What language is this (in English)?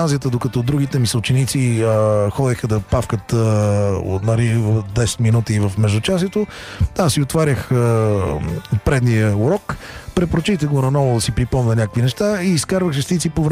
Bulgarian